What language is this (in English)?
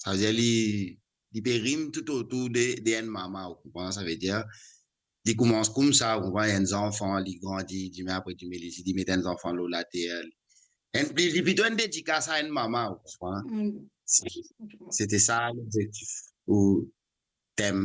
Morisyen